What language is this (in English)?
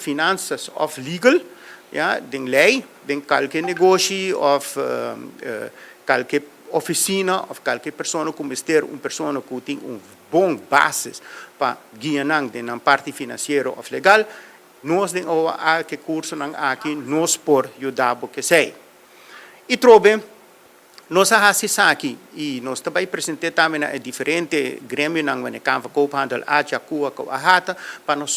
Papiamento